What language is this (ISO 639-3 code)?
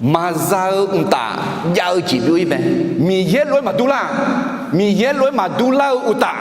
ahk